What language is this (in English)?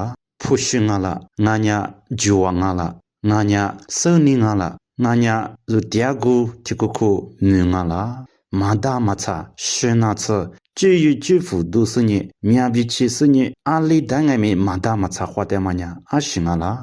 Lisu